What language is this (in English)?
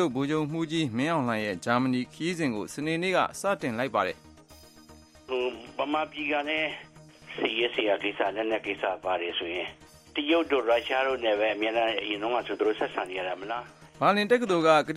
Burmese